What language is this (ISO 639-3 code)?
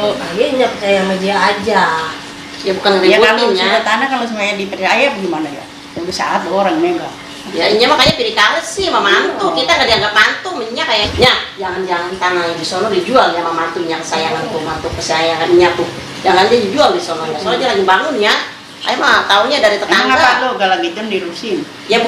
bew